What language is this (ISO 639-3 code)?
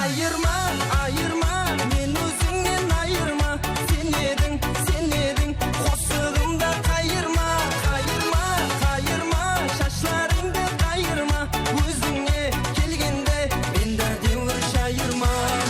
kaa